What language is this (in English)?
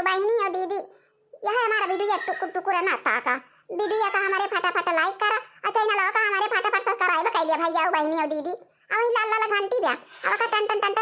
Awadhi